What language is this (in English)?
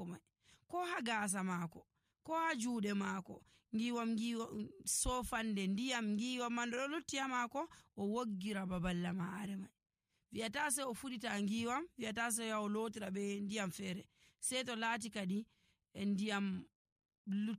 Nigerian Fulfulde